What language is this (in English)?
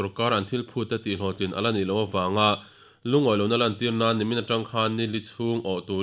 Mizo